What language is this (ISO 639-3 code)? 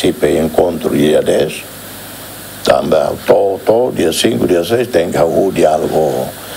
tet